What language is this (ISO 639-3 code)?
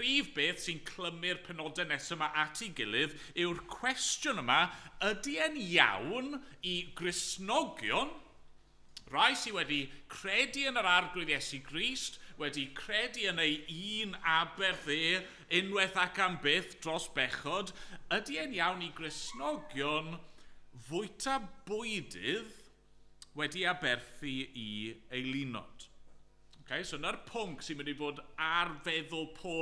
cym